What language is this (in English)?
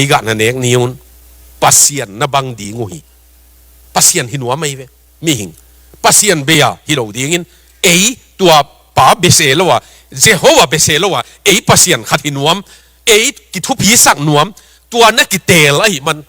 Tedim Chin